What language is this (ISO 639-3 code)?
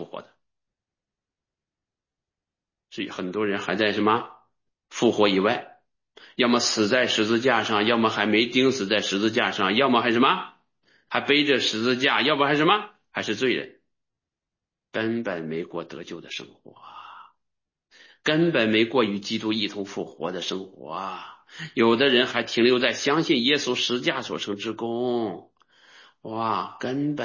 zho